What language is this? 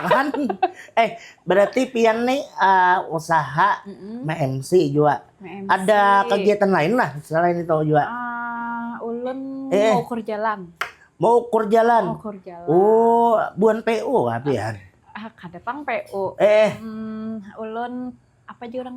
Banjar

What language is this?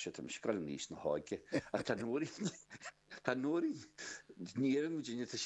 Irish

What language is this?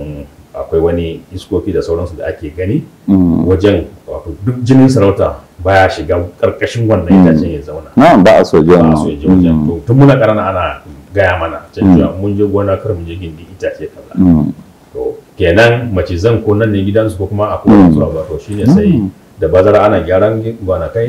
Hausa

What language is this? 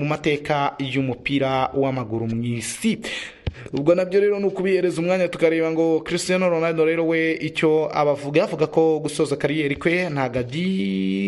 Kinyarwanda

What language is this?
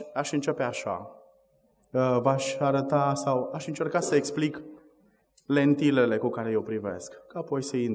Romanian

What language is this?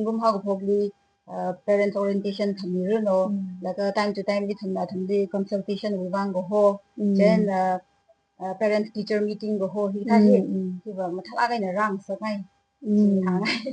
Tangkhul Naga (India)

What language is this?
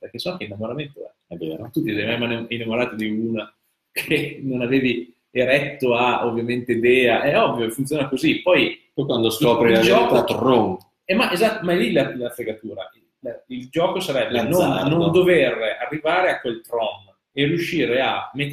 Italian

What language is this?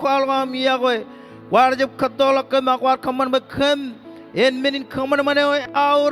Marshallese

